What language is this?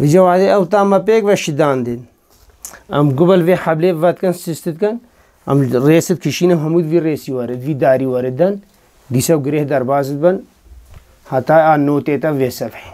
Kurdish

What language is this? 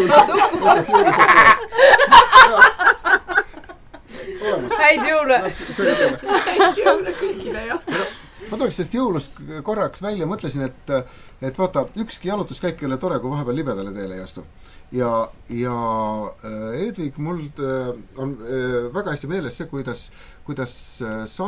Estonian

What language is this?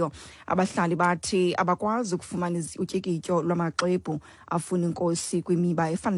Xhosa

